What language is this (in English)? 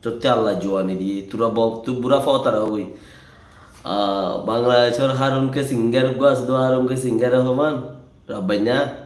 Rohingya